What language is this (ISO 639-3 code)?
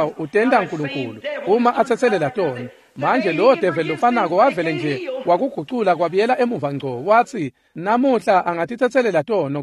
ssw